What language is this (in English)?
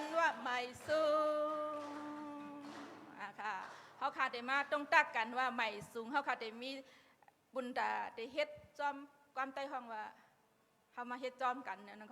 Shan